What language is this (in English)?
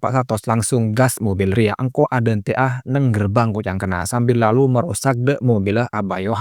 Madurese